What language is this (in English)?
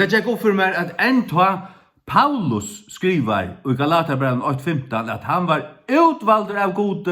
Faroese